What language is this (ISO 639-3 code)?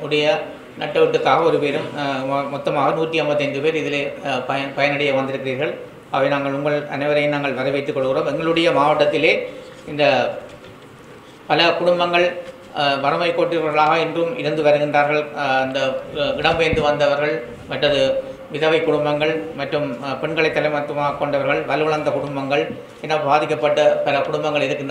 tam